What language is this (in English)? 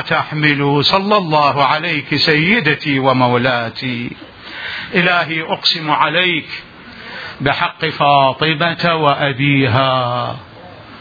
Mesopotamian Arabic